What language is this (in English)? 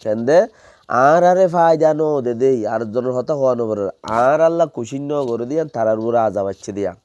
Rohingya